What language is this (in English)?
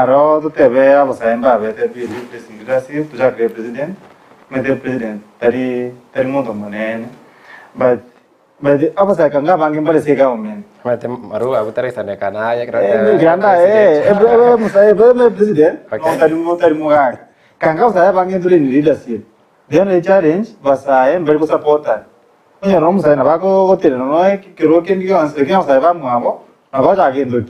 Gusii